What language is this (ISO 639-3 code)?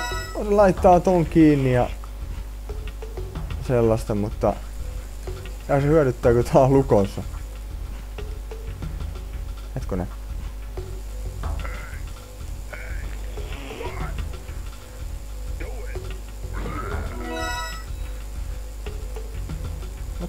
fin